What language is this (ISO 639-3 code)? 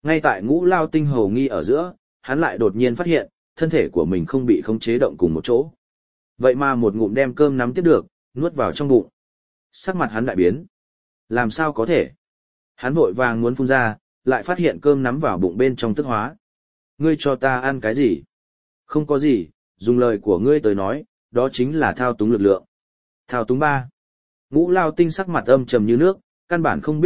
vie